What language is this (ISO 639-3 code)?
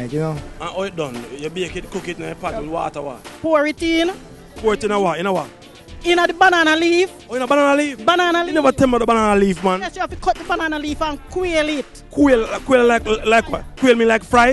jam